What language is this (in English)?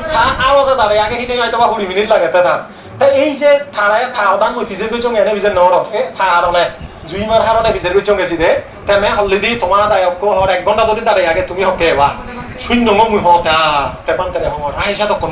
Chakma